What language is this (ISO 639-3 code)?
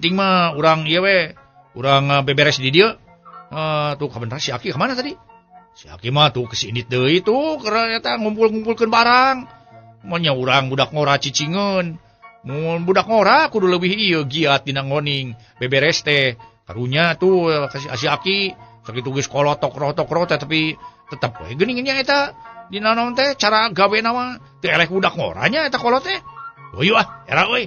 sun